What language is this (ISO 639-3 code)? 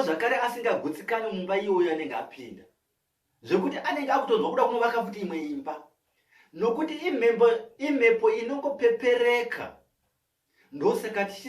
sna